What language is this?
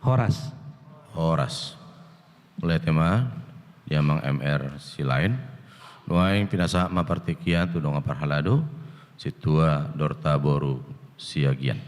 Batak Toba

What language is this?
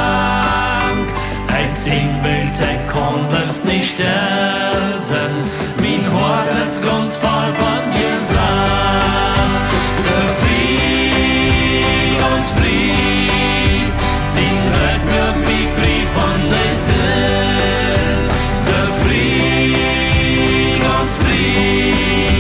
Plautdietsch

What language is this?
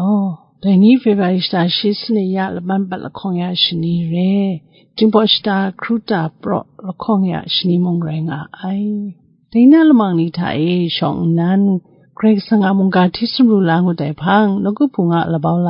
Kachin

